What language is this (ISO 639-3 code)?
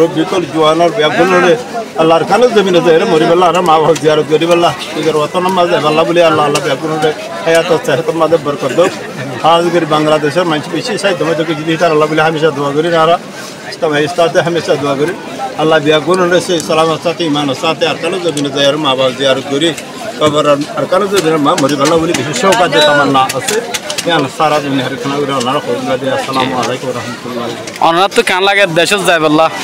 rhg